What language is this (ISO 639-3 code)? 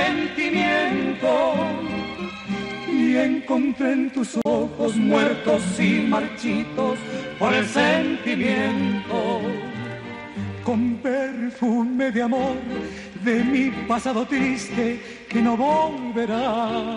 spa